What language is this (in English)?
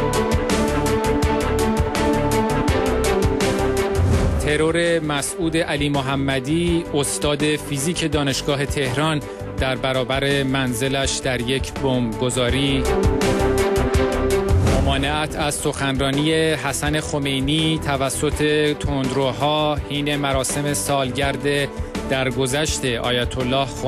Persian